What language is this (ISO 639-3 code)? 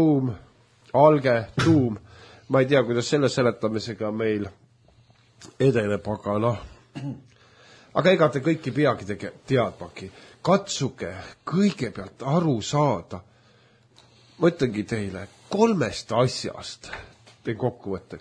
est